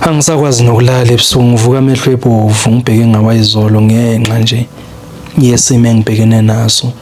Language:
Zulu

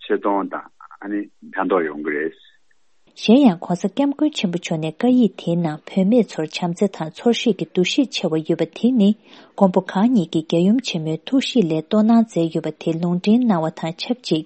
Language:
Tibetan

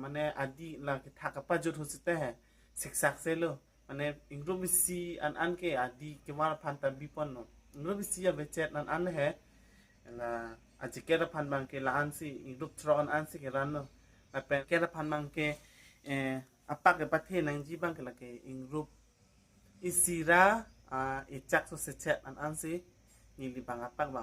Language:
Karbi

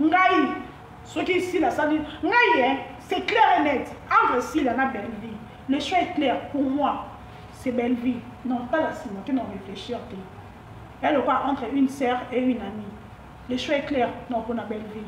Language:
Lingala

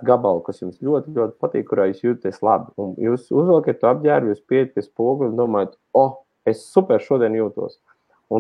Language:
Latvian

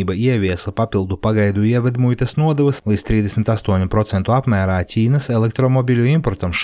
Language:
Latvian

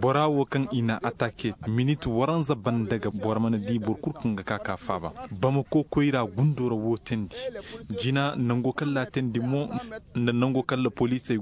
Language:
Zarma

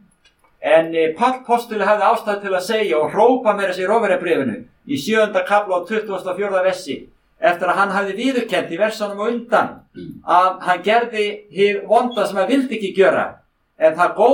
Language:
Icelandic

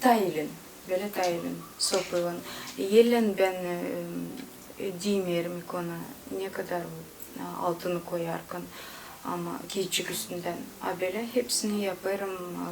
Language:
Gagauz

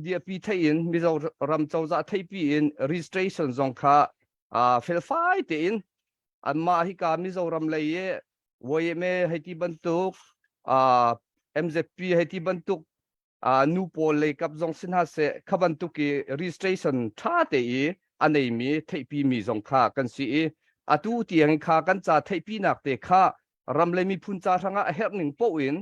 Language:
Hakha Chin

